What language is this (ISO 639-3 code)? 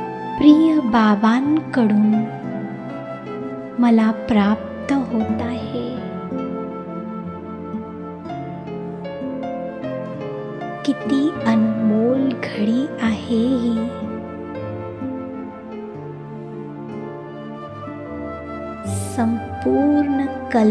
mar